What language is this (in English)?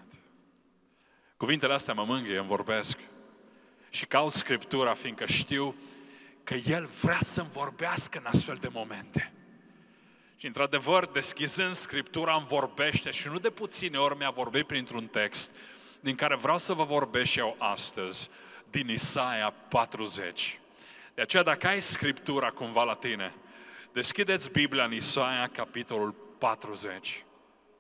Romanian